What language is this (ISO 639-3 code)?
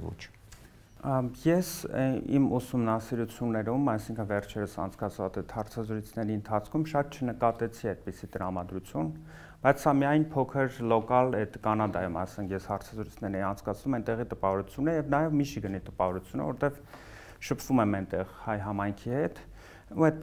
hye